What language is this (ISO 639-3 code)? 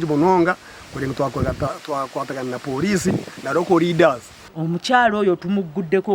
nyn